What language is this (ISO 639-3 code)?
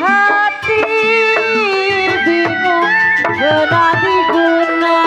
bew